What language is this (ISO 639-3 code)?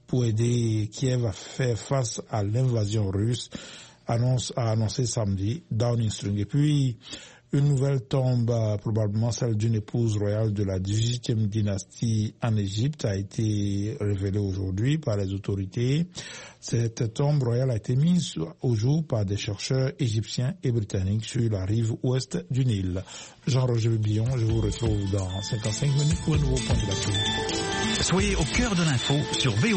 fra